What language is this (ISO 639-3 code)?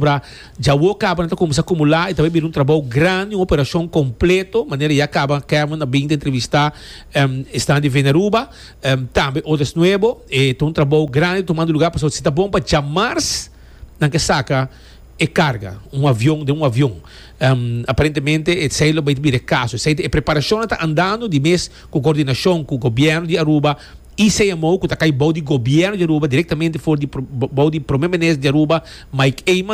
pap